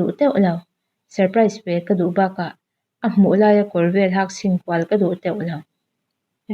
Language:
Mizo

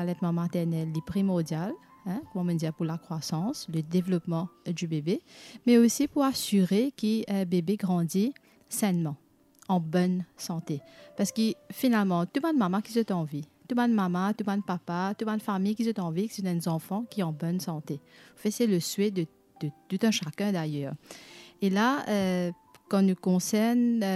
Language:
Morisyen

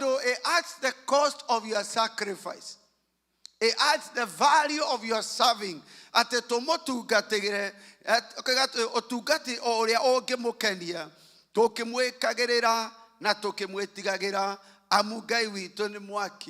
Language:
Kikuyu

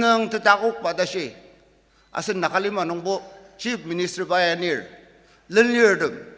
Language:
Ao Naga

